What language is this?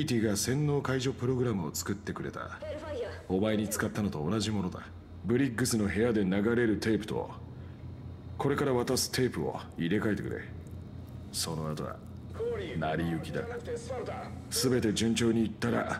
Japanese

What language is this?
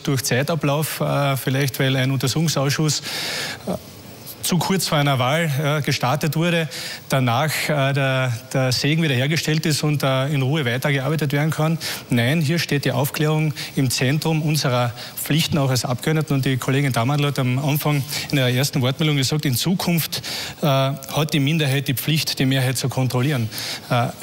German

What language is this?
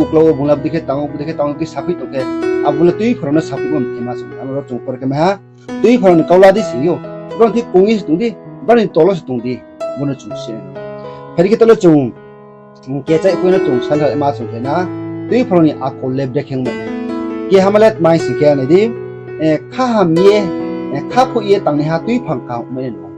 Riang (India)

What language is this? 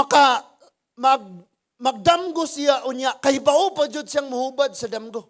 Cebuano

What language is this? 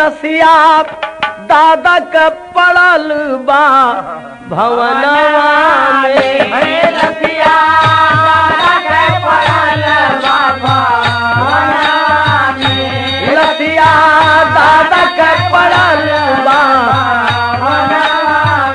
Bhojpuri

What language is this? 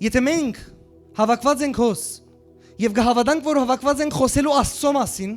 Western Armenian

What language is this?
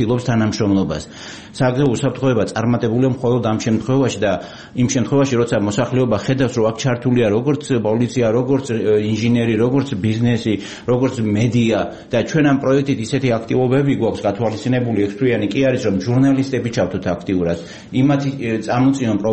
Georgian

